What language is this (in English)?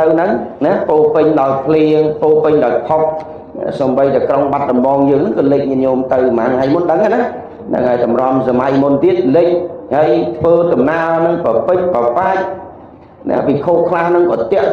Khmer